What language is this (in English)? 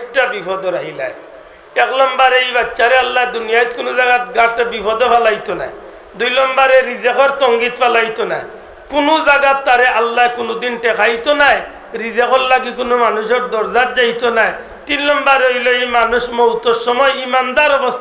Sylheti